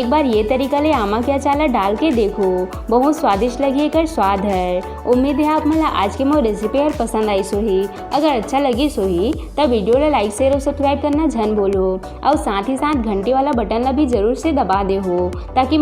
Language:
Chhattisgarhi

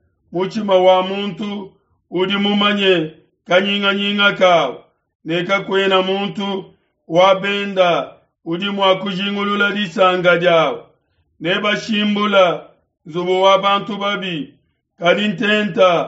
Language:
Luba-Lulua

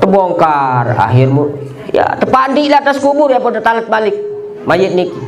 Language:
Sasak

